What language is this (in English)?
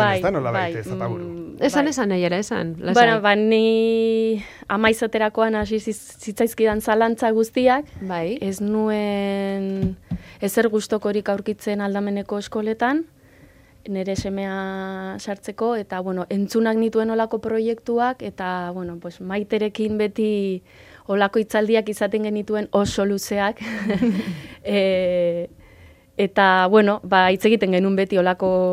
Basque